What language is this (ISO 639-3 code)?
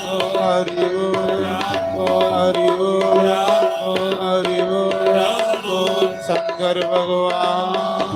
doi